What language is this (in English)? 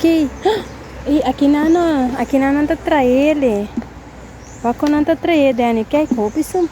Papiamento